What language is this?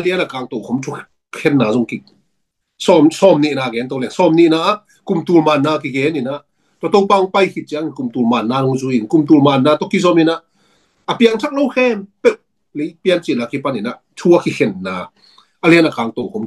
Tedim Chin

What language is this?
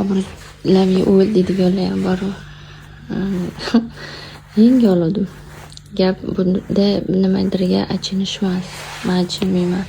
Uzbek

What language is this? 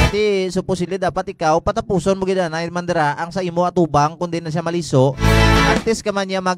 Hiligaynon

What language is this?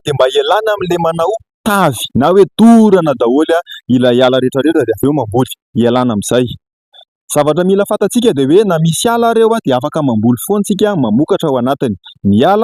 Malagasy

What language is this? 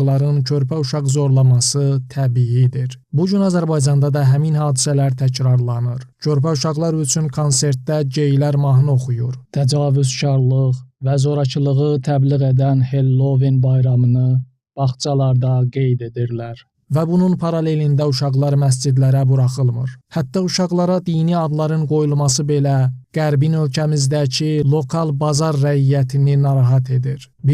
Azerbaijani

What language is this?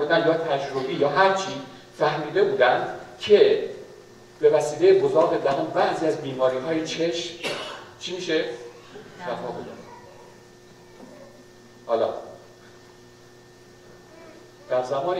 Persian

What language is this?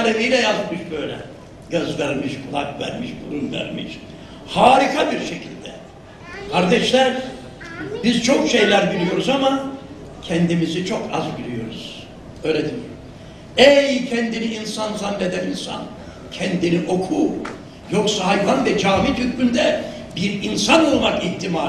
Turkish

